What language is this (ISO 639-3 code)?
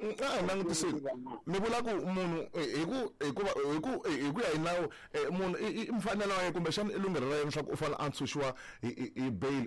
tso